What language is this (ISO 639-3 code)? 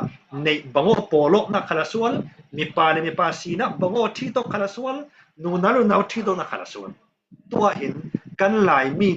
cfm